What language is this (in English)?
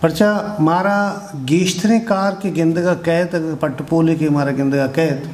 Eastern Balochi